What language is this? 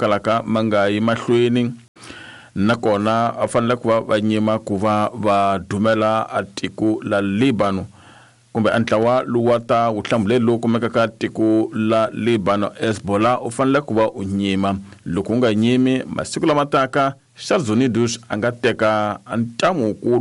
Tsonga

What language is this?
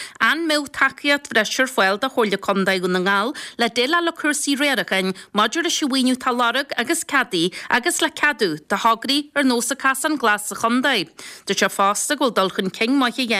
Irish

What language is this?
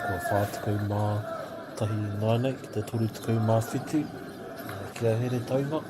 Māori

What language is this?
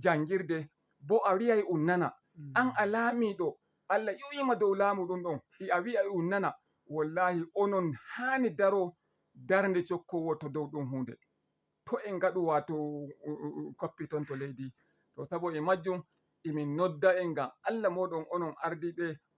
Fula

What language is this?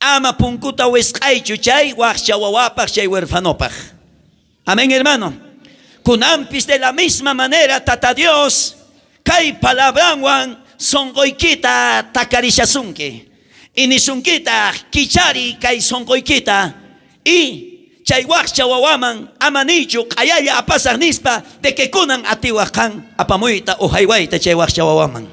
South Bolivian Quechua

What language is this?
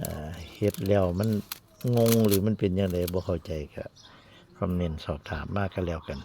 Northeastern Thai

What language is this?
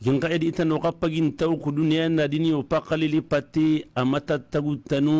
Maranao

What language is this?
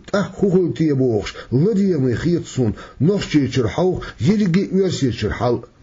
Chechen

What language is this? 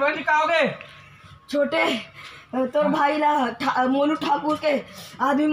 Chhattisgarhi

